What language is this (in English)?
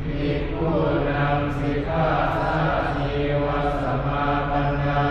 Pali